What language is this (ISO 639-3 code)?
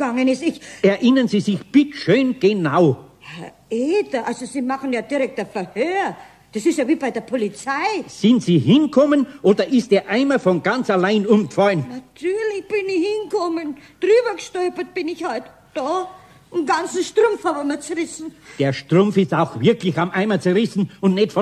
deu